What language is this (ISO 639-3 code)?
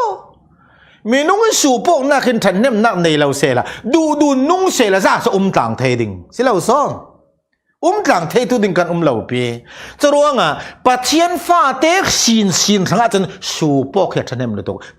cfm